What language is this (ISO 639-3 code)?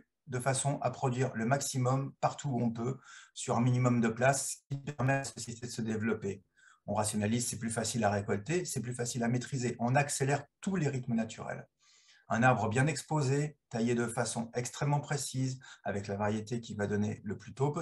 fra